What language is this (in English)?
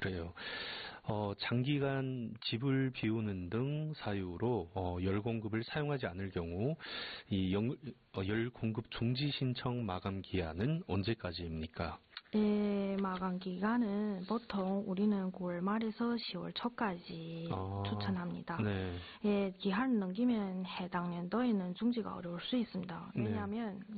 Korean